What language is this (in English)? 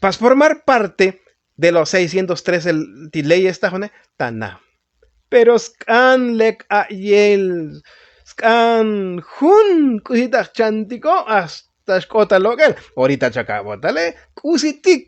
Tzotzil